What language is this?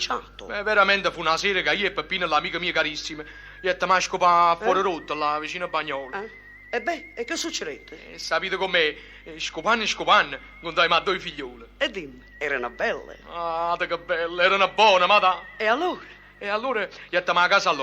Neapolitan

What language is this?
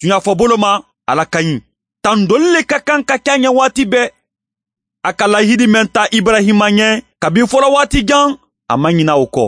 Mandingo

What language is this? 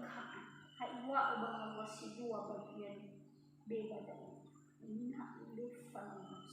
Nias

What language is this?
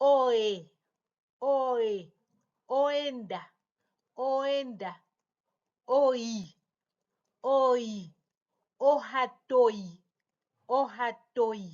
Herero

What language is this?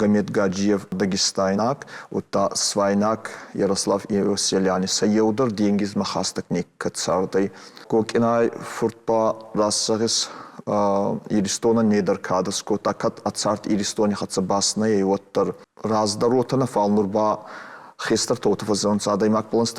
Ossetic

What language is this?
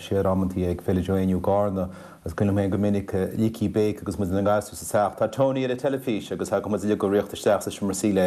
Irish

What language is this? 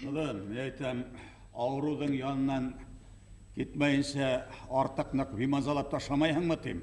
Bashkir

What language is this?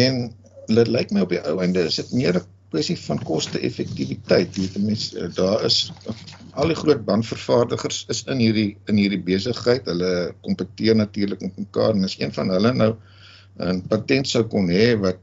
Afrikaans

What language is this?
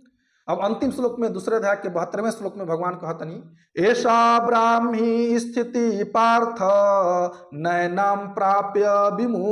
Bhojpuri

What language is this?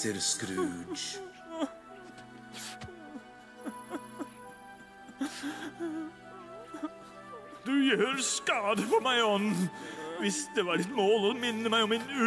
Norwegian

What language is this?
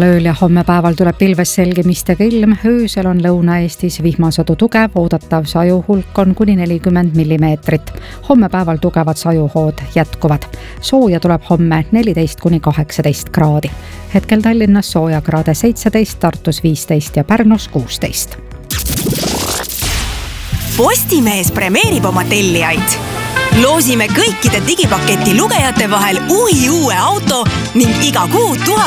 Estonian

